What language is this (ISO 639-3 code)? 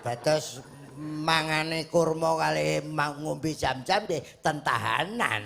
jav